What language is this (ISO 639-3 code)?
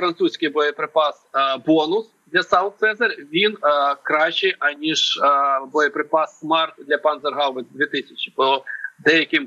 ukr